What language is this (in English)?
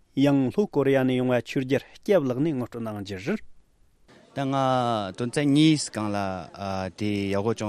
Tibetan